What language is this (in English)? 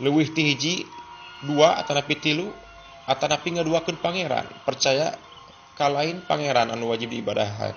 Sundanese